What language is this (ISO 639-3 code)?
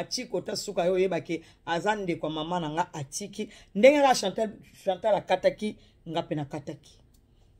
lin